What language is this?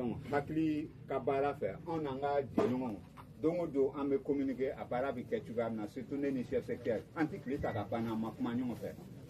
Bambara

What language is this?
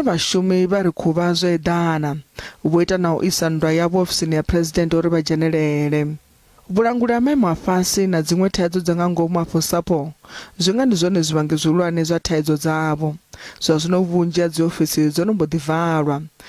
Venda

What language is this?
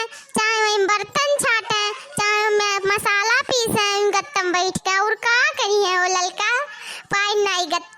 Awadhi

